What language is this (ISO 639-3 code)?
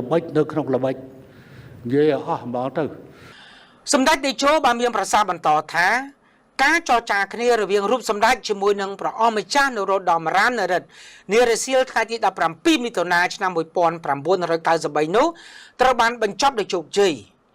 khm